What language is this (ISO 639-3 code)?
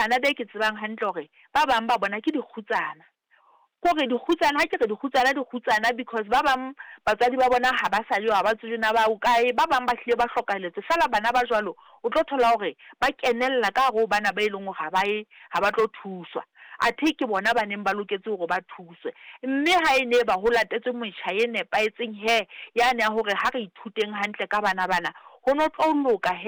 sot